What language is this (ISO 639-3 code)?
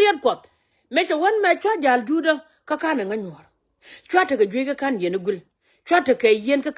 nus